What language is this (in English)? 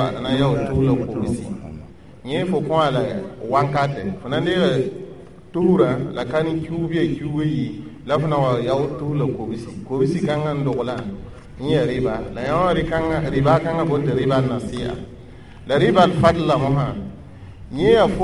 Mossi